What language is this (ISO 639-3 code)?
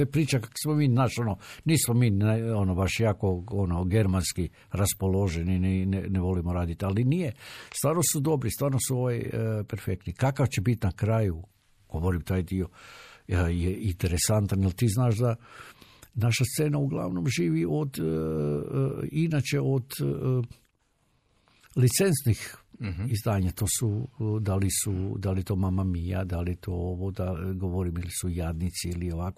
hrv